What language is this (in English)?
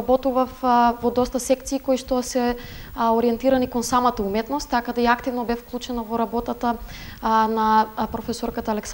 Macedonian